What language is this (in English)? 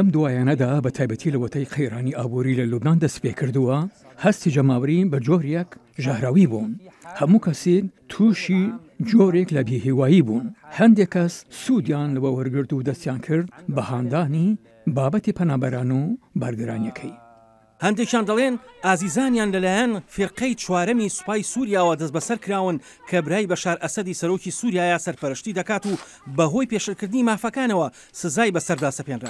Central Kurdish